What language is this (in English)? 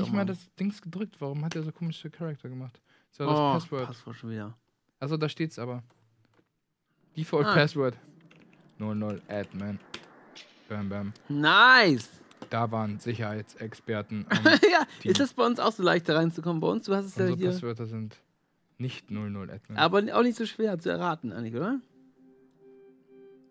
German